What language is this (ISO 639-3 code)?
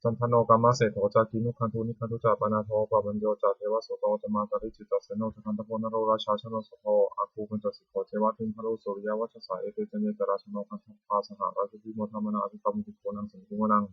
pli